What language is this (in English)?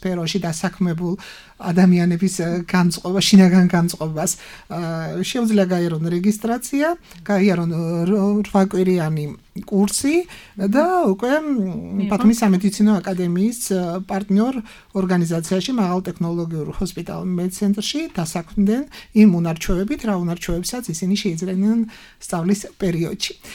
Georgian